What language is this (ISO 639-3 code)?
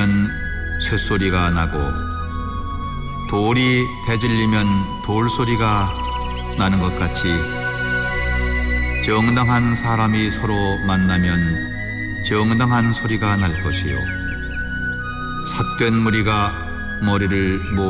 kor